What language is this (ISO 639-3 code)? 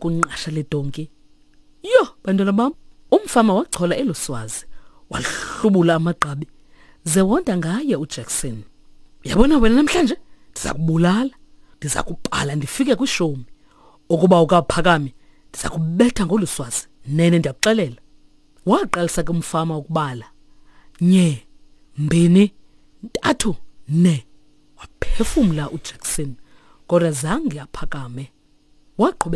xho